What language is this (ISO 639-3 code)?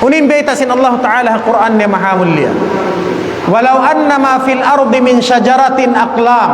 tsg